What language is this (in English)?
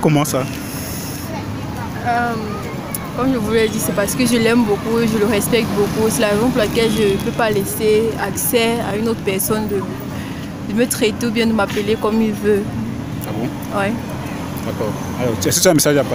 French